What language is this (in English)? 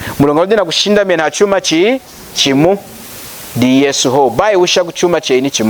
Lunda